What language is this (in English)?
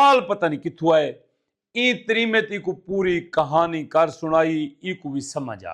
Saraiki